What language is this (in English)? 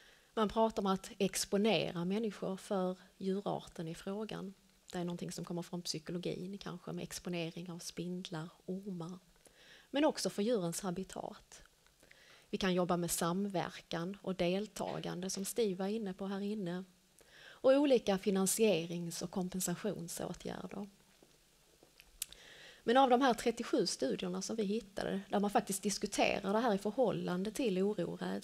Swedish